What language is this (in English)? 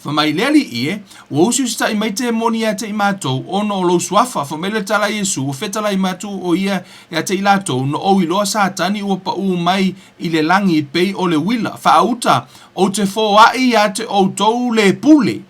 Samoan